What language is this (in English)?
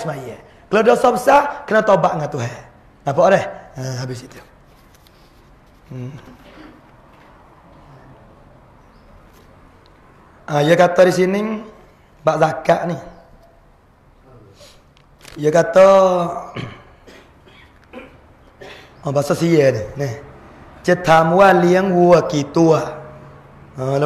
Pattani Malay